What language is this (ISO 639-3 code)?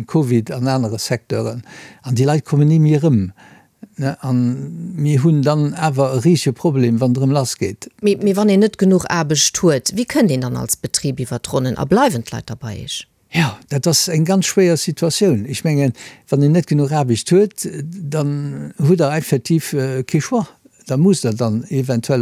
ltz